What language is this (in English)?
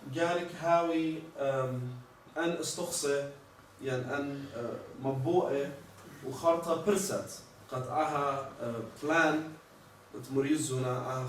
Assyrian Neo-Aramaic